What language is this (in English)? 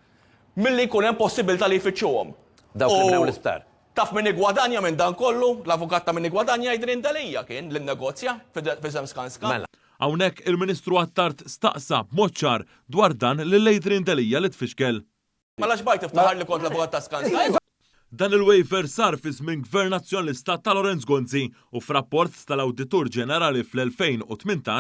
Maltese